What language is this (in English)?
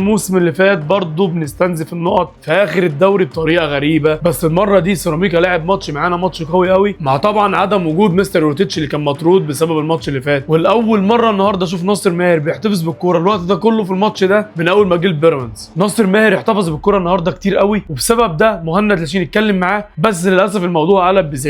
Egyptian Arabic